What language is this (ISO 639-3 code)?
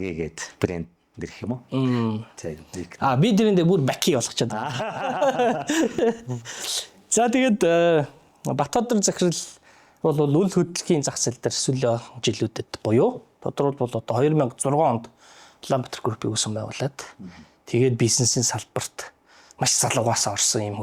mon